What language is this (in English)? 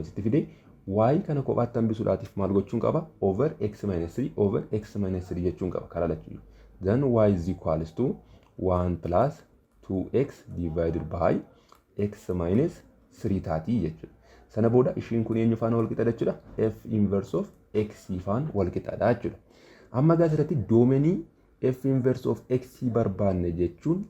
Oromo